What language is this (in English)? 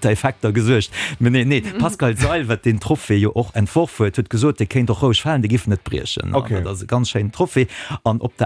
Luxembourgish